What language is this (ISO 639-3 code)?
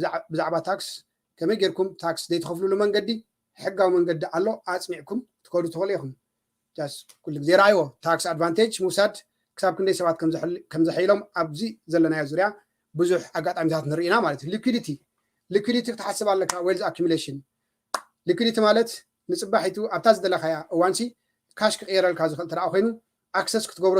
tir